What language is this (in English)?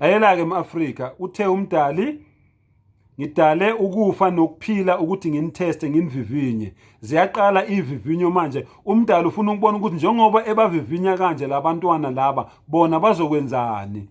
Zulu